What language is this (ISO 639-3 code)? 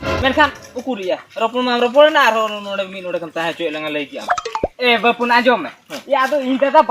sat